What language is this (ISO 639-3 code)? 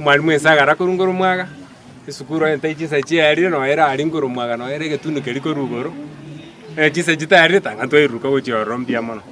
guz